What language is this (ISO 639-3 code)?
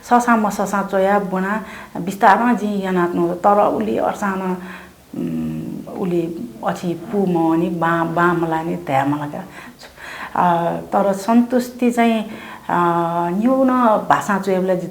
new